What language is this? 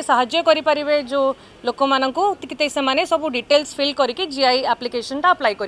Odia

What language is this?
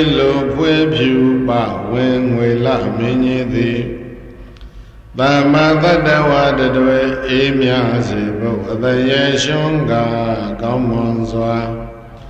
Burmese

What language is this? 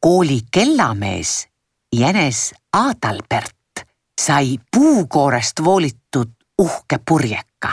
Estonian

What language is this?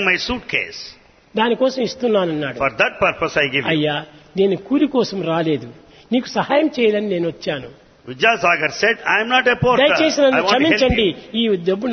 Telugu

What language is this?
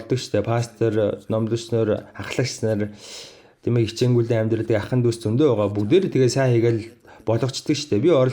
Mongolian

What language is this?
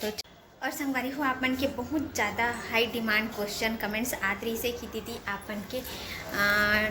Chhattisgarhi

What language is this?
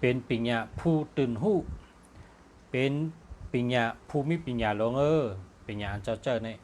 Shan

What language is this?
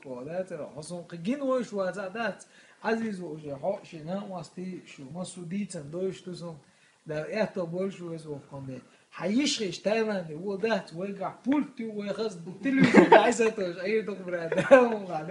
Chechen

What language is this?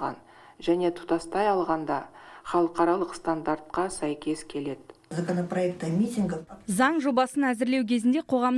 Kazakh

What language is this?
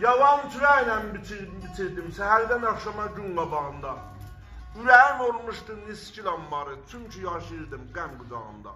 South Azerbaijani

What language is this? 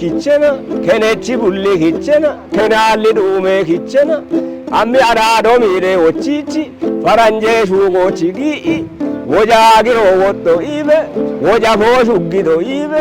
Kafa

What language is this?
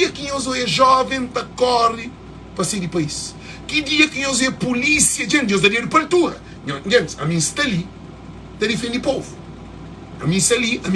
Kabuverdianu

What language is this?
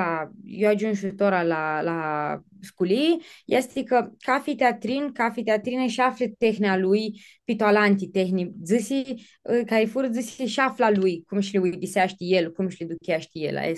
Aromanian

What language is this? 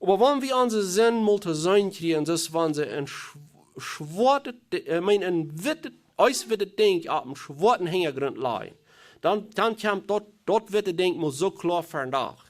Plautdietsch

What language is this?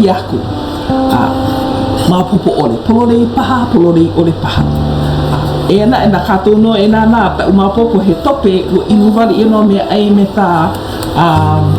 Hawaiian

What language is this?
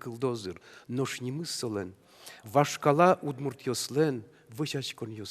Udmurt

